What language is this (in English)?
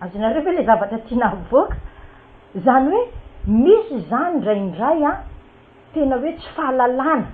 Malagasy